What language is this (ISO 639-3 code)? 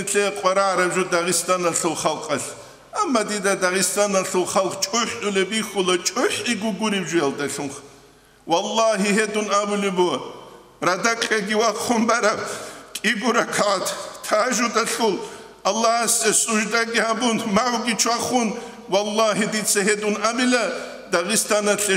ava